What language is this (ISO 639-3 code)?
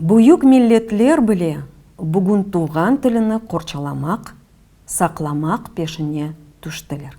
crh